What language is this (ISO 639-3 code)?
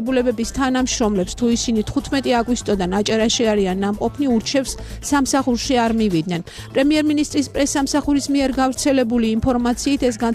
kat